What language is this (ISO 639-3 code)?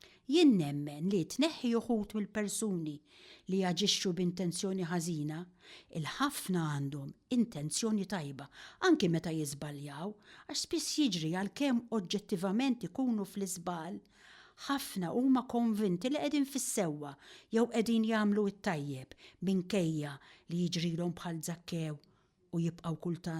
mlt